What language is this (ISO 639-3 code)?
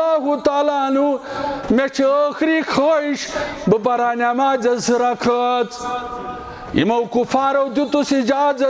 kas